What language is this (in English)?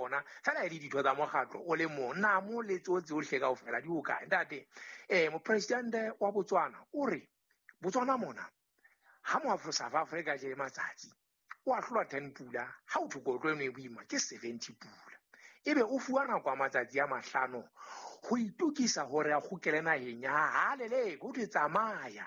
Southern Sotho